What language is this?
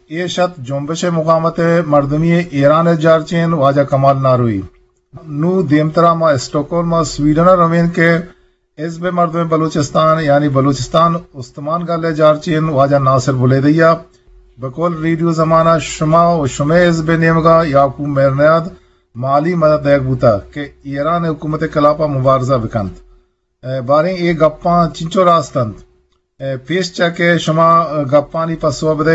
Eastern Balochi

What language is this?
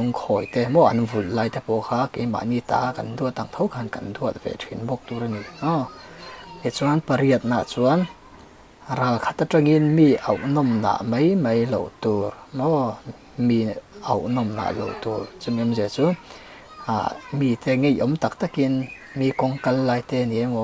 Mizo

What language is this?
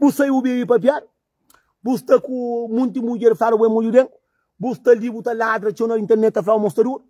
Kabuverdianu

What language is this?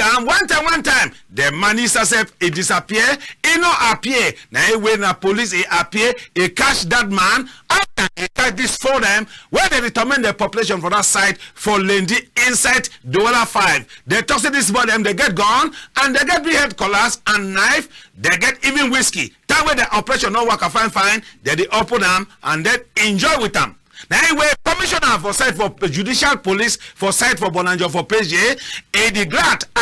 Cameroon Pidgin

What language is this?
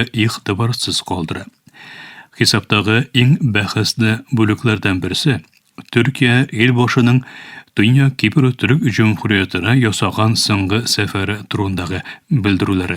Tatar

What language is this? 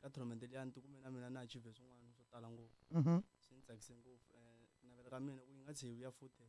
Tsonga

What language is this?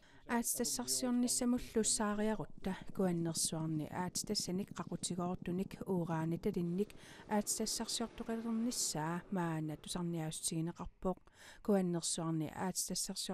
Kalaallisut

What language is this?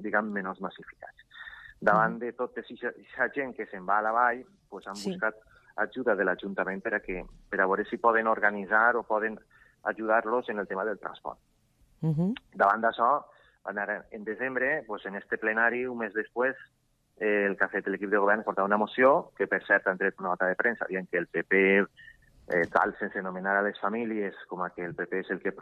Catalan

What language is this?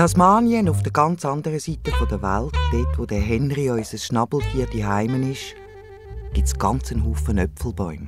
Swiss German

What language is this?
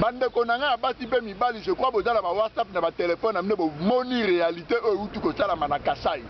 Lingala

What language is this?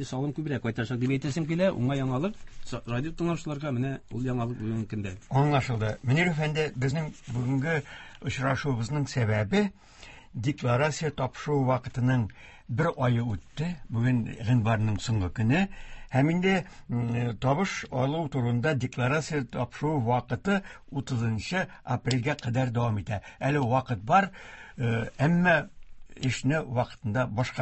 Tatar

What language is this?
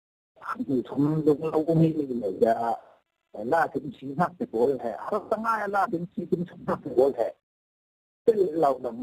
Falam Chin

